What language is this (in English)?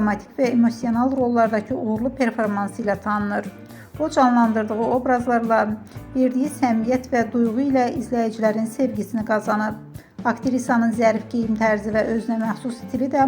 Azerbaijani